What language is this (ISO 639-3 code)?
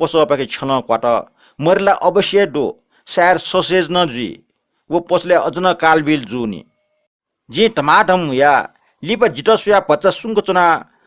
new